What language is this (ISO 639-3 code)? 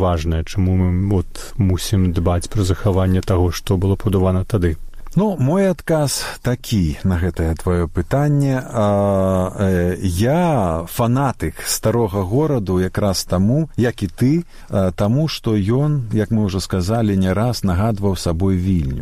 bel